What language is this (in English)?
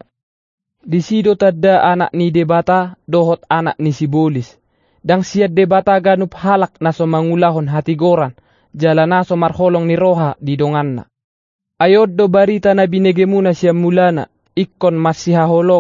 Batak Toba